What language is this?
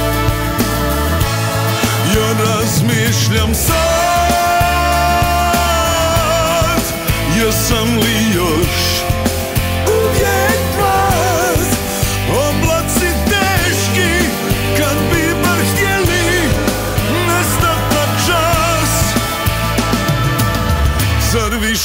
Serbian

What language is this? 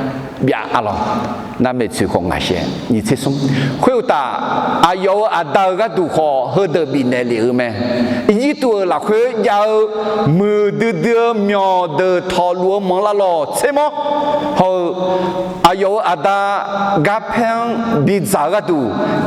Akha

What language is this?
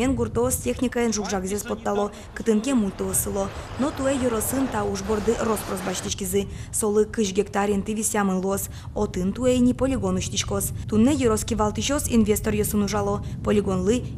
Udmurt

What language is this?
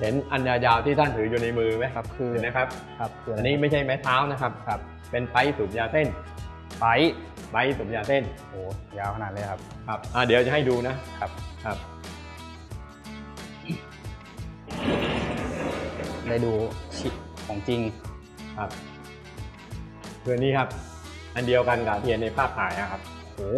Thai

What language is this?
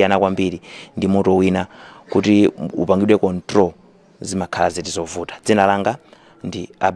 Nyanja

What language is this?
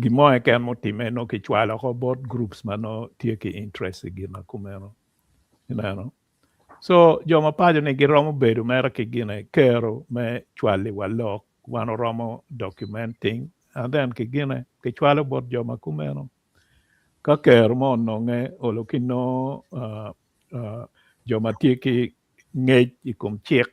Acoli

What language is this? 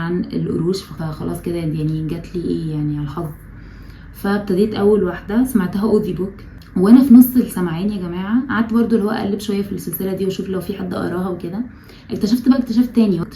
Egyptian Arabic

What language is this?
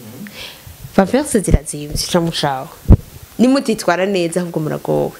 Rundi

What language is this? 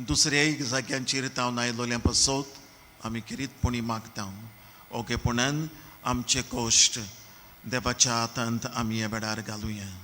Konkani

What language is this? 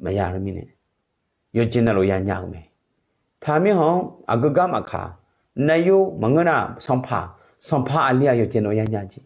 Akha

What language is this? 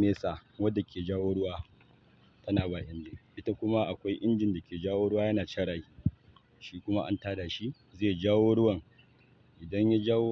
Hausa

